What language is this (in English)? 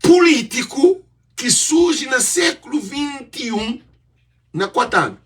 Kabuverdianu